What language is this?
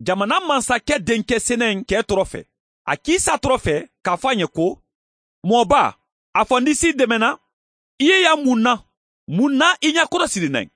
Mandingo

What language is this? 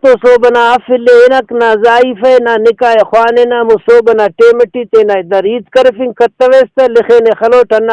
Brahui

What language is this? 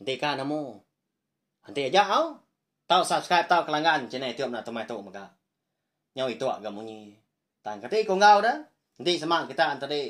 Iban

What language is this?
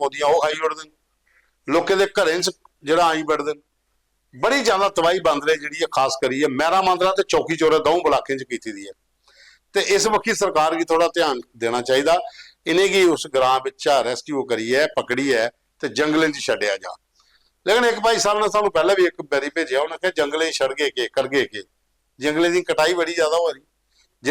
Dogri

